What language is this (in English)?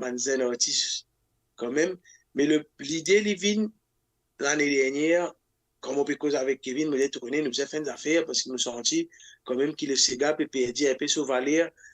Morisyen